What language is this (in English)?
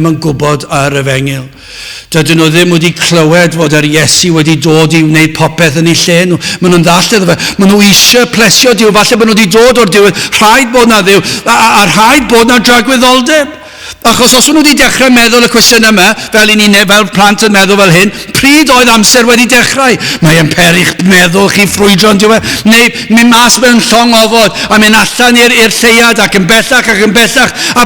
Welsh